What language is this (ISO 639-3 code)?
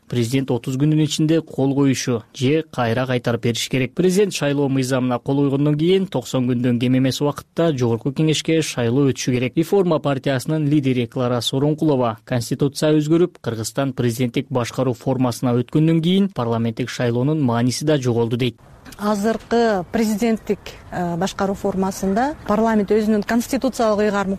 kir